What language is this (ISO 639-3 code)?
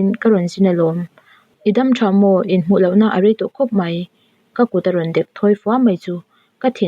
lus